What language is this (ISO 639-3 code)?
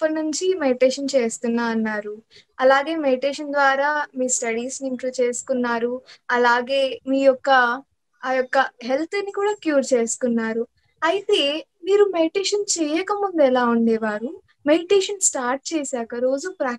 tel